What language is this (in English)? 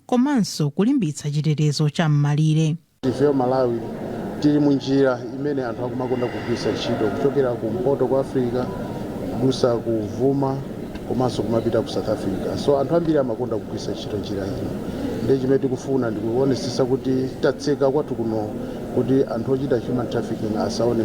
Nyanja